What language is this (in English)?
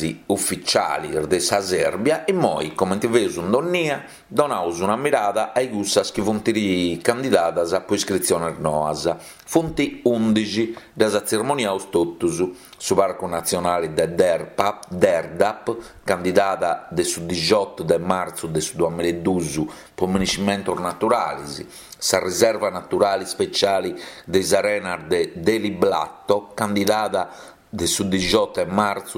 Sardinian